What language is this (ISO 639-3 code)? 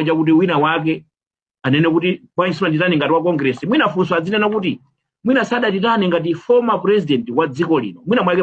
nya